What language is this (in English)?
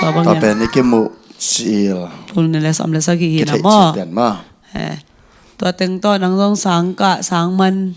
Tedim Chin